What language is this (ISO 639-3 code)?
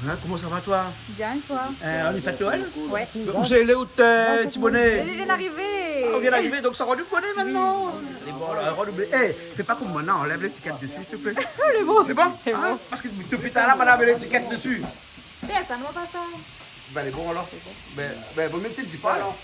rcf